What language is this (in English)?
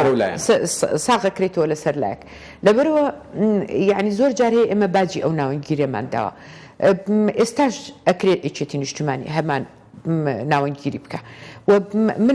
Central Kurdish